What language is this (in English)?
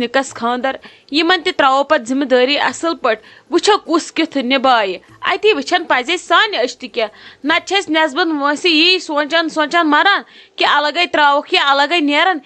Kashmiri